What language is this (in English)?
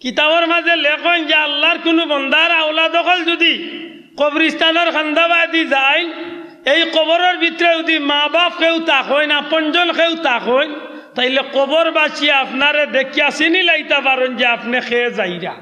Sylheti